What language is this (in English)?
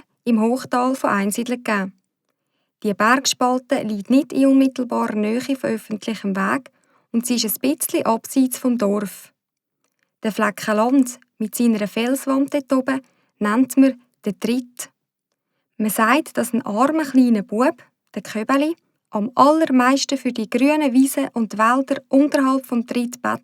Swiss German